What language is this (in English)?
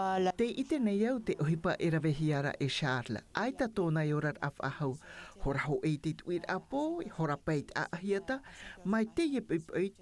Tahitian